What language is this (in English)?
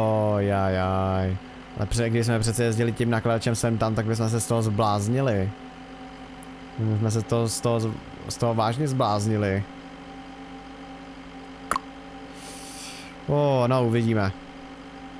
Czech